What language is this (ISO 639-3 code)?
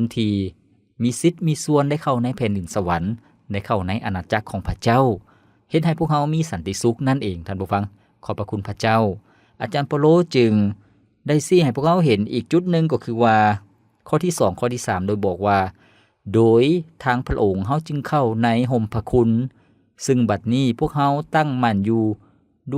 lao